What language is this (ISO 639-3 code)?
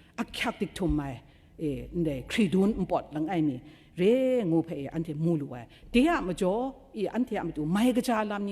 kac